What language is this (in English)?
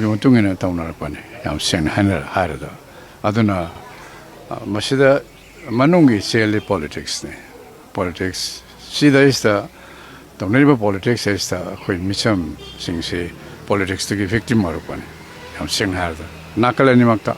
Manipuri